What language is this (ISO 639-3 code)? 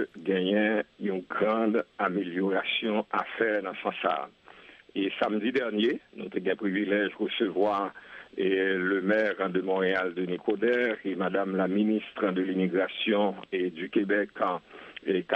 hat